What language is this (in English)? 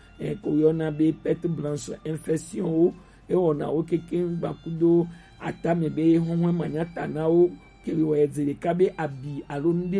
Gen